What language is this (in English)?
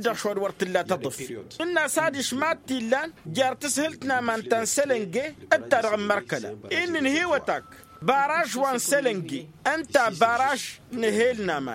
Tamasheq